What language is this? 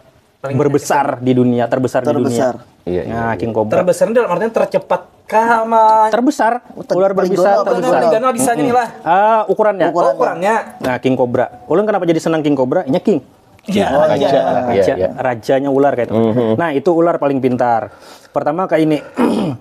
Banjar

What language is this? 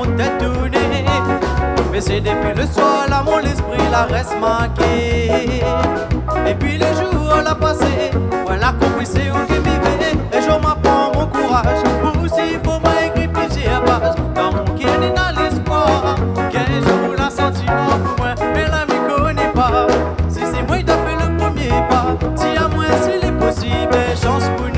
Réunion Creole French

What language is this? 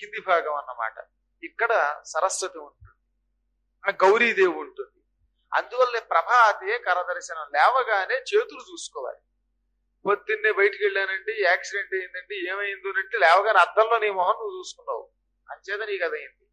Telugu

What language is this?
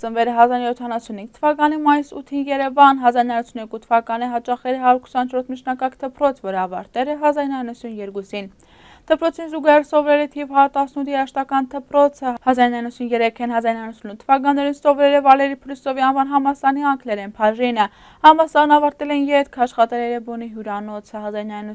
Armenian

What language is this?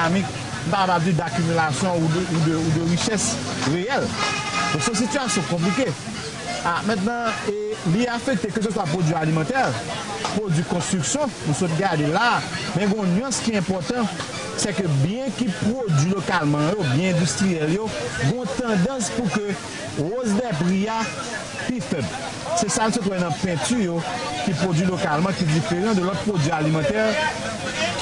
Haitian Creole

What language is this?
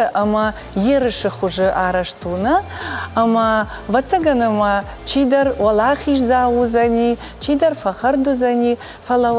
Ossetic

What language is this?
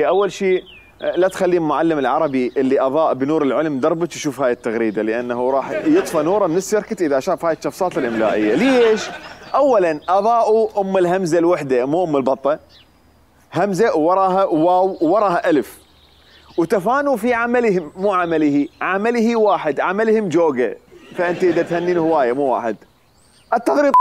Mesopotamian Arabic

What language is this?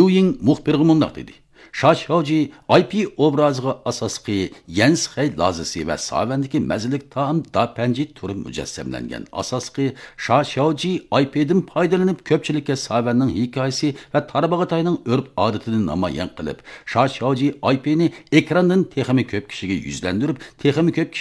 Uyghur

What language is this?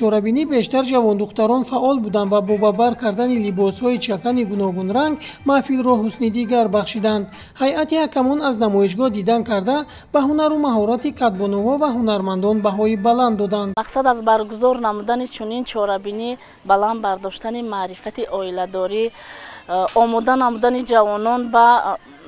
Tajik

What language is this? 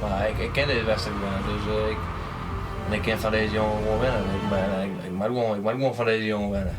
Western Frisian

